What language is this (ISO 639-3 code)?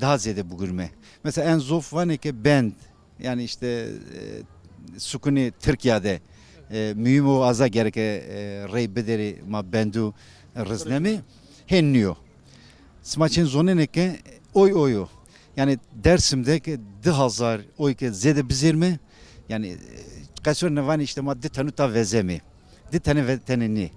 zza